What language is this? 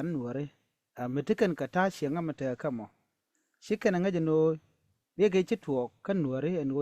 Nuer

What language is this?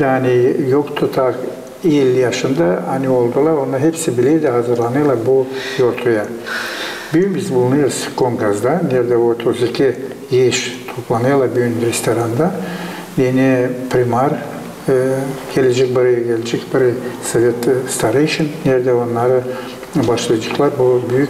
Gagauz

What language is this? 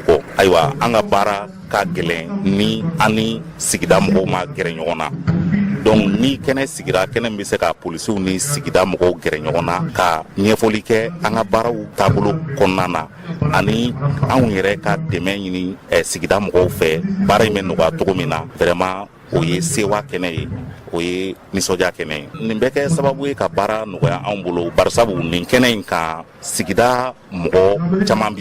Bambara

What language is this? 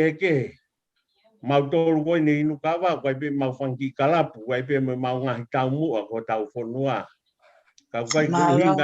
Tongan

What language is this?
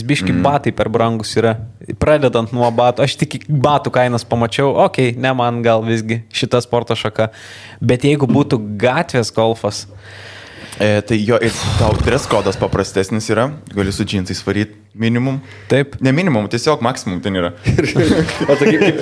Lithuanian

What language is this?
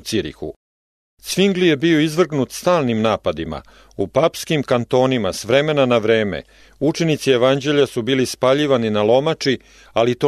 Serbian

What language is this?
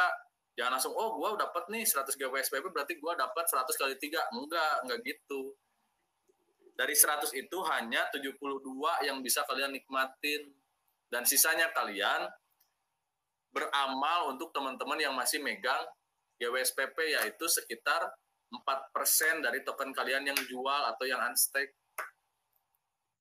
Indonesian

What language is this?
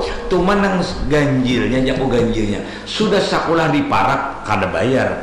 Banjar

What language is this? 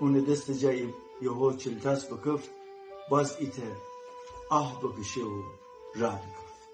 Gilaki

